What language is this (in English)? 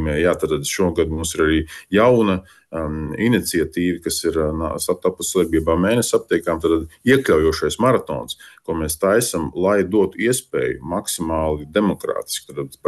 Latvian